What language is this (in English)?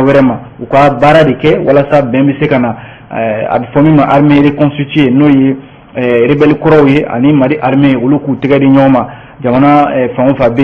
Bambara